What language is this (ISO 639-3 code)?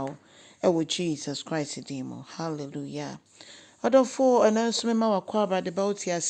aka